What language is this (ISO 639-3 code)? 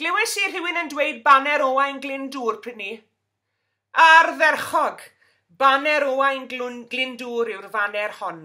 cym